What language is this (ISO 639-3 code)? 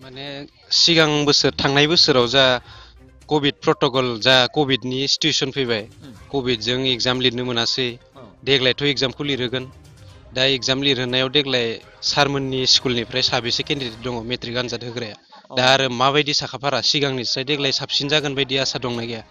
brx